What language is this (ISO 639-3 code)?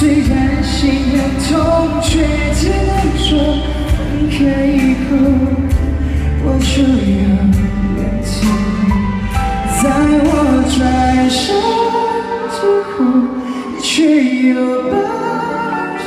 zho